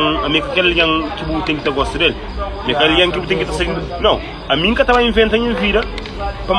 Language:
Kabuverdianu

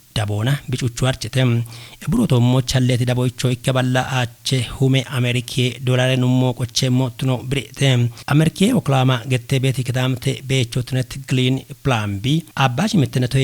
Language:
Kafa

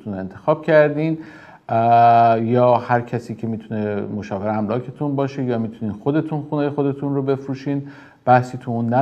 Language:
Persian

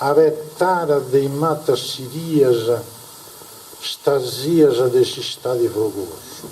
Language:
Sardinian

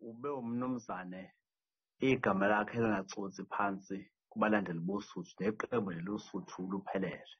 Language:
Zulu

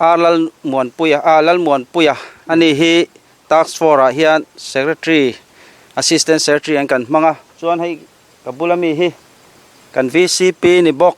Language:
Mizo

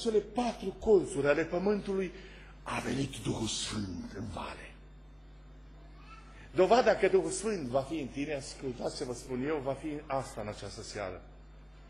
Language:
Romanian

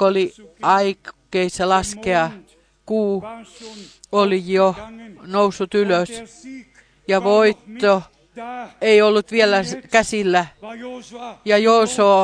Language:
Finnish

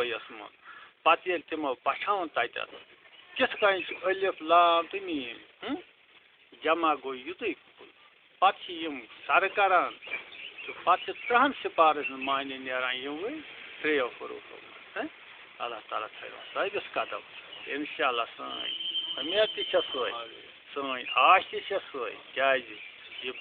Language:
Kashmiri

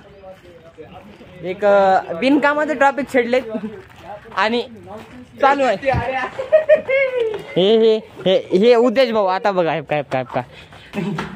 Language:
Marathi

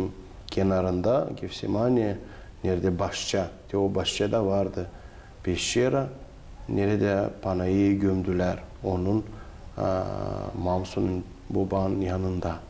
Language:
Gagauz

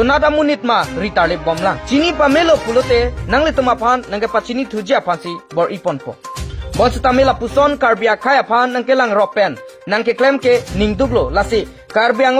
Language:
Karbi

